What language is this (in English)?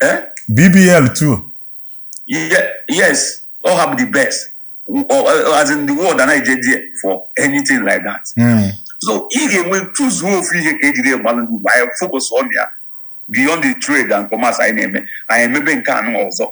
Igbo